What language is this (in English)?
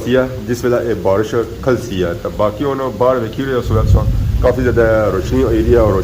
Pahari-Potwari